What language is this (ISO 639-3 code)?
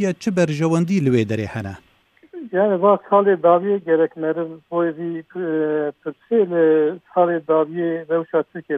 kur